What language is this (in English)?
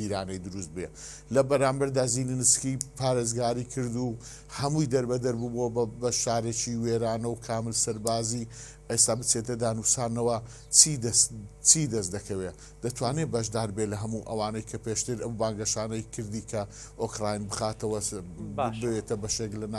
Central Kurdish